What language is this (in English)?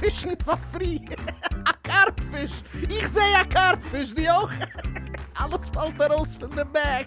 Yiddish